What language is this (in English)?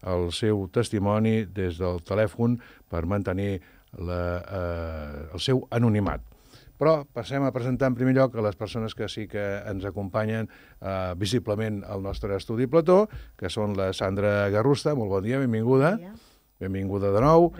Catalan